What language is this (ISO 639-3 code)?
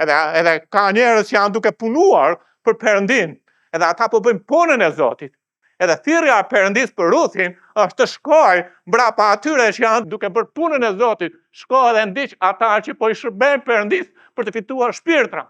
sqi